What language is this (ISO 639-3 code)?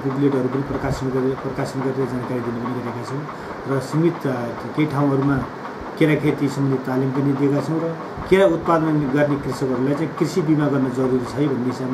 nep